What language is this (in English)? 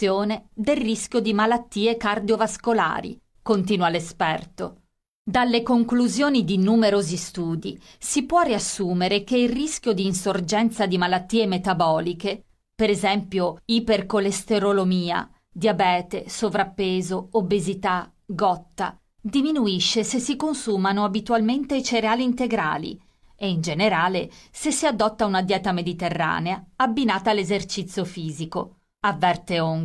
Italian